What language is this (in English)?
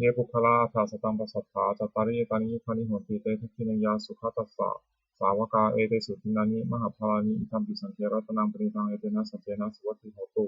Pali